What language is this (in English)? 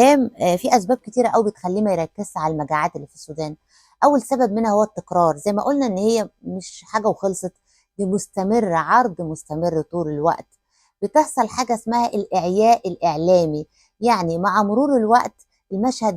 Egyptian Arabic